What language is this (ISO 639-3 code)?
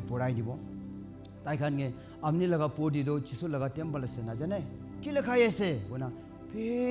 nag